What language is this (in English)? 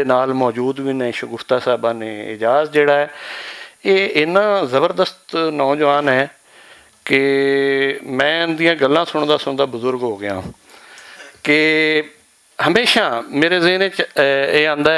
Western Panjabi